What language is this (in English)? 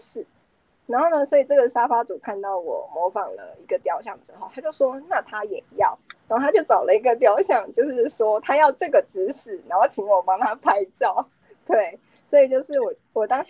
Chinese